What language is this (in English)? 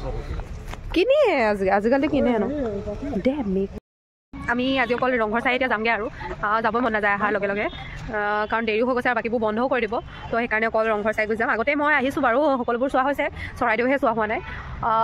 Assamese